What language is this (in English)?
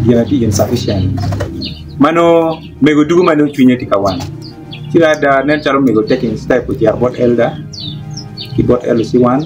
Acoli